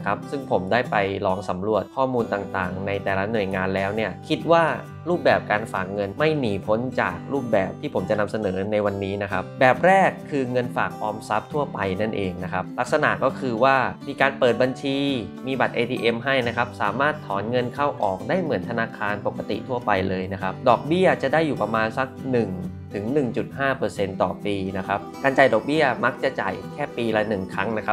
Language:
Thai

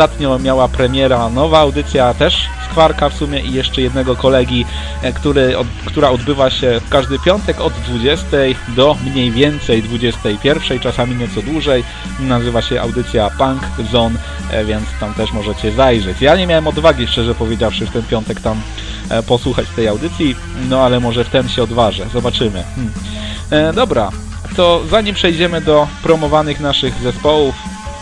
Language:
Polish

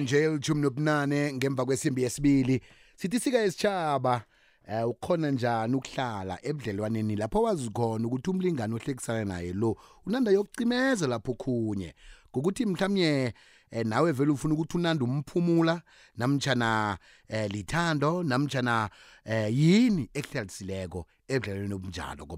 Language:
South Ndebele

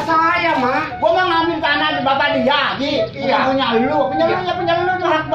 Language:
Betawi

